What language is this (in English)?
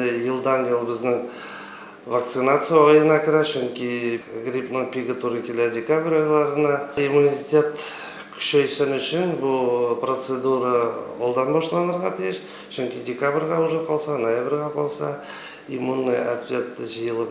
Tatar